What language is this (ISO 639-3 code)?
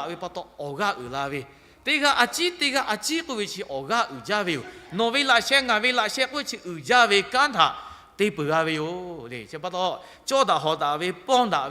lhu